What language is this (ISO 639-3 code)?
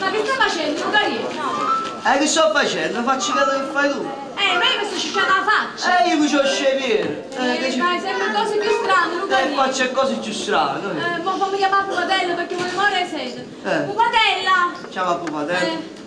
nap